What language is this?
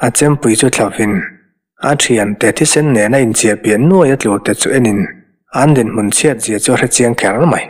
Mizo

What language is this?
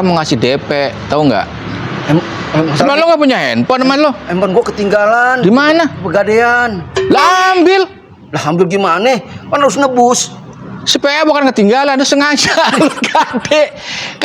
Betawi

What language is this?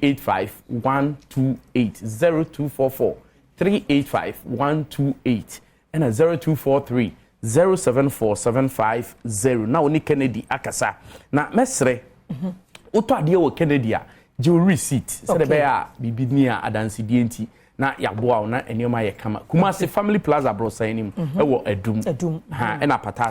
Akan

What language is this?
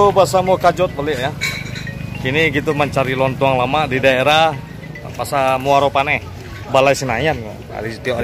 Minangkabau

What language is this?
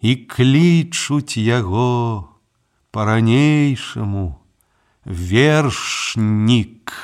Belarusian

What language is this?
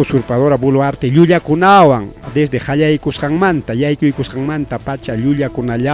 Ayacucho Quechua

